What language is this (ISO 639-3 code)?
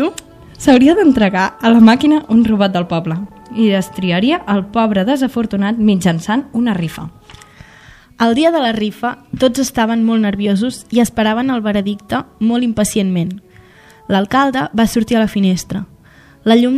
cat